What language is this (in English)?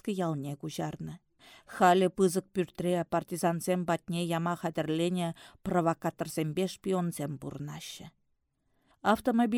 Chuvash